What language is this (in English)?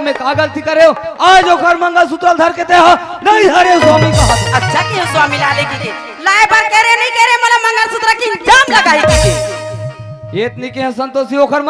Chhattisgarhi